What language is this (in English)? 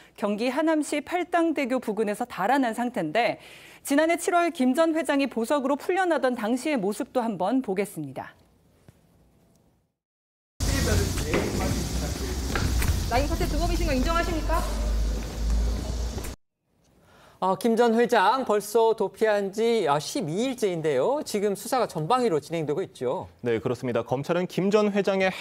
Korean